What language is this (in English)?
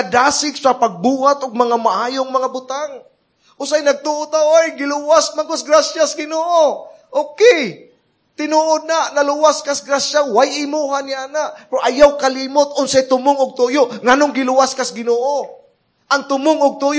Cebuano